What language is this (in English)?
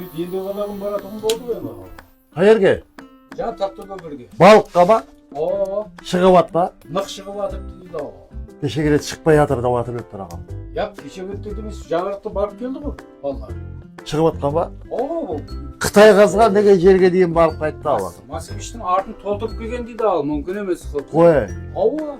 Kara-Kalpak